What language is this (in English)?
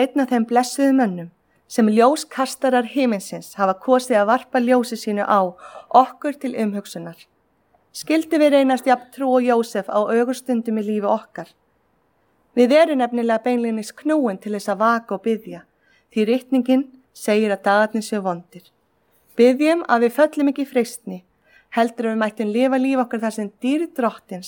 Icelandic